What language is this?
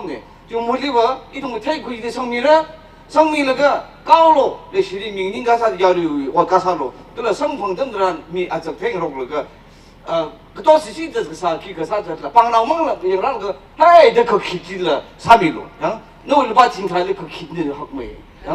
Tangkhul Naga (India)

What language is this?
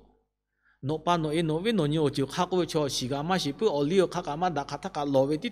Lahu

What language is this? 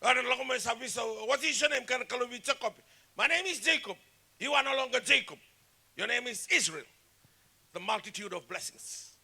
Fijian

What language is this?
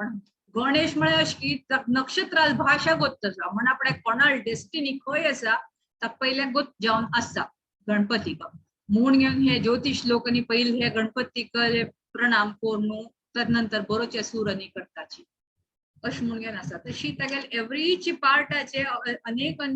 Konkani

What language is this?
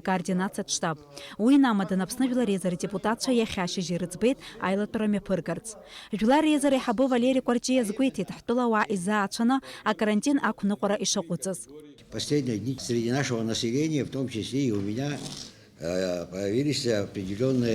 Abkhazian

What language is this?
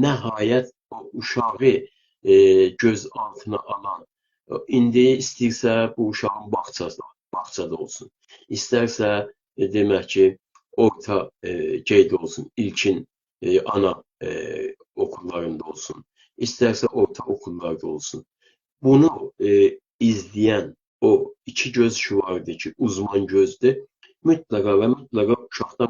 South Azerbaijani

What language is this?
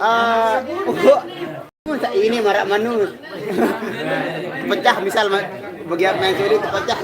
Sasak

